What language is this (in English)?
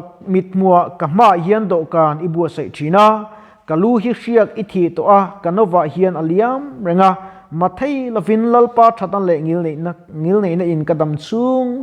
Mizo